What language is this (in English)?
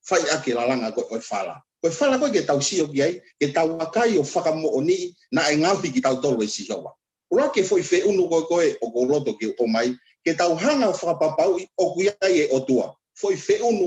Tongan